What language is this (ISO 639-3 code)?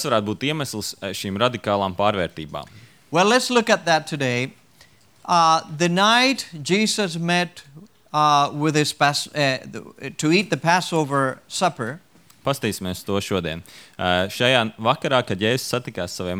lav